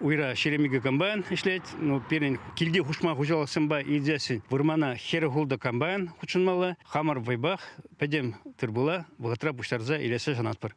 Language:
Chuvash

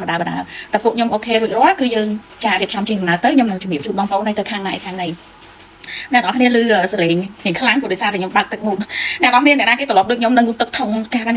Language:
Khmer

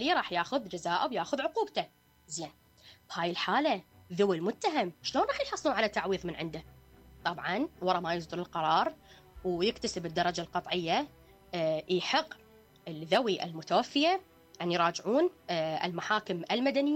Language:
Mesopotamian Arabic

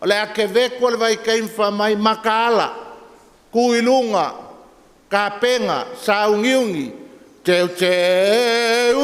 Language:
Samoan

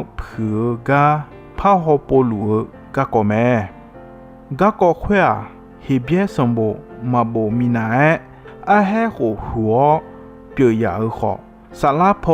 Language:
Akha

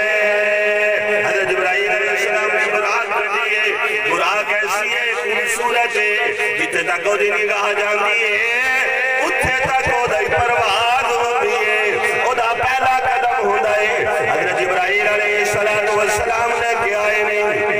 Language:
Saraiki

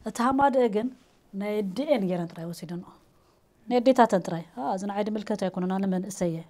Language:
Tigrinya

